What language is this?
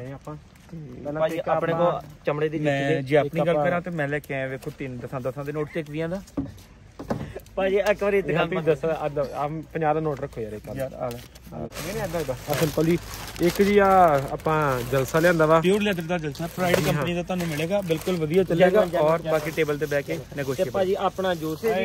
Punjabi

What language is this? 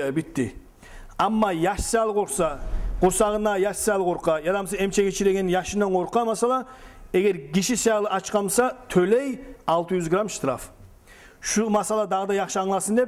Kumyk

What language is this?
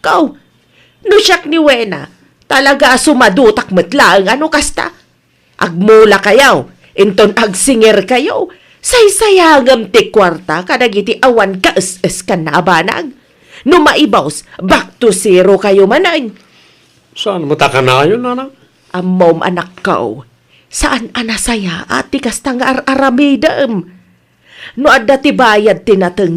Iloko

